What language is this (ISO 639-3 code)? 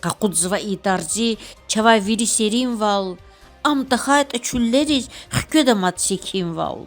lez